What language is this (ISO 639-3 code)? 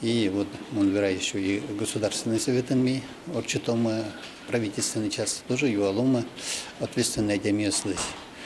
udm